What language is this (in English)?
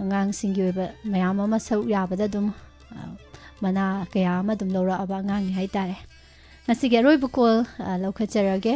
Manipuri